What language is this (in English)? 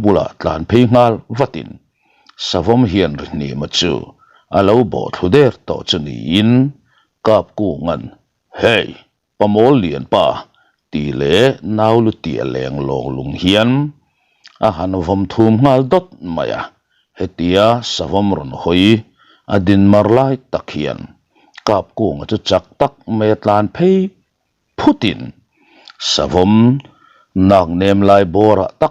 Mizo